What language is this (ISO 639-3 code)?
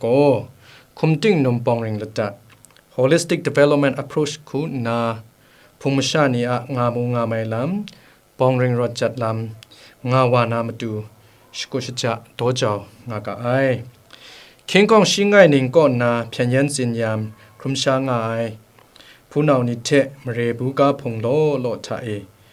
kac